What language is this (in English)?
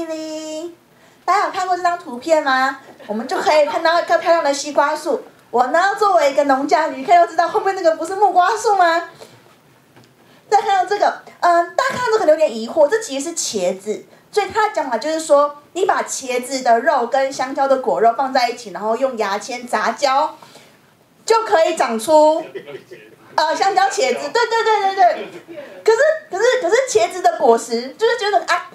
Chinese